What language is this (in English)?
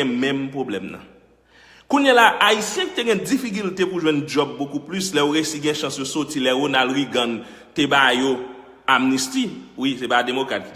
Haitian Creole